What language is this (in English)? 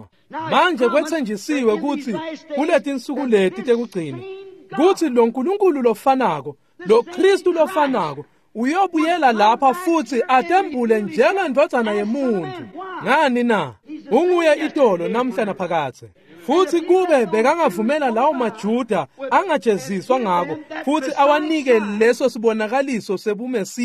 Swati